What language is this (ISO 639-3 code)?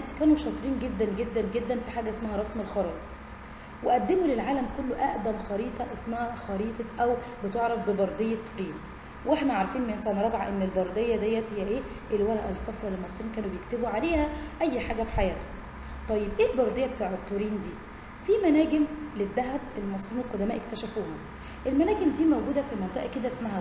arz